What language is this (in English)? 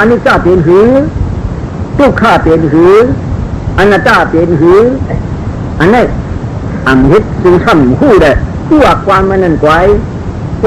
Shan